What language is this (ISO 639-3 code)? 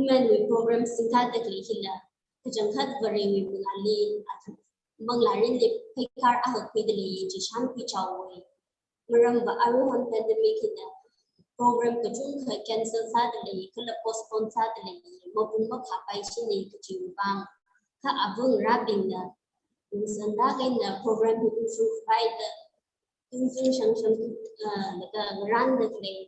nmf